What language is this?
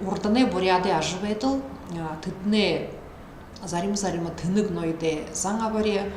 Buriat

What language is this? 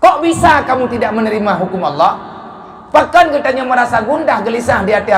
Achinese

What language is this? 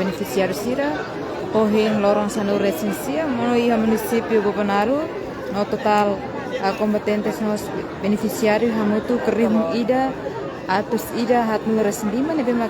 Tetum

